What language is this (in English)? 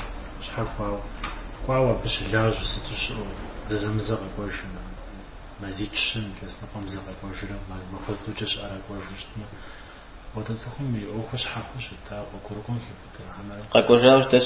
Kabardian